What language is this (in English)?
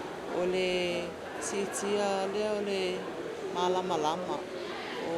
Samoan